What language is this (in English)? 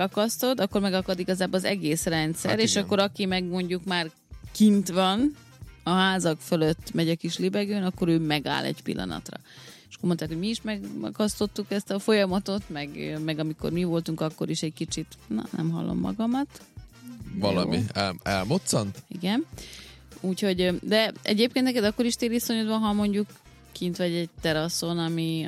Hungarian